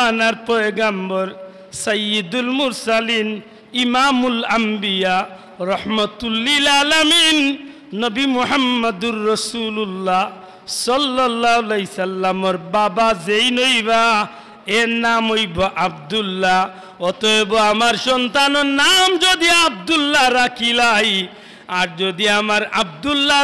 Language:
Sylheti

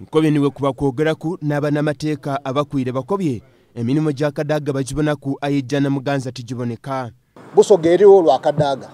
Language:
Soga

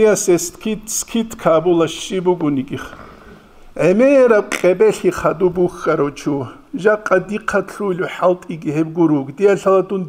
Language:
Avaric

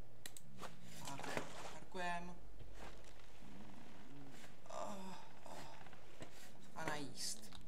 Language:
Czech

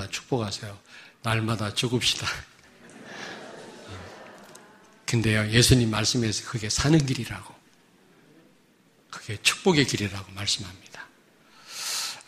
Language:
Korean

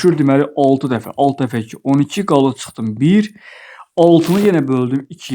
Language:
Azerbaijani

